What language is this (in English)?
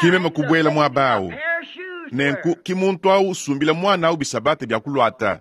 Luba-Lulua